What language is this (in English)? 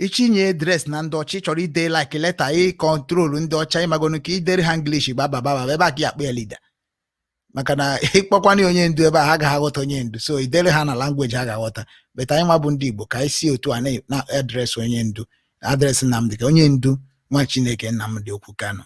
Igbo